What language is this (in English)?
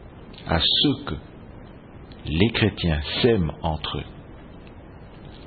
French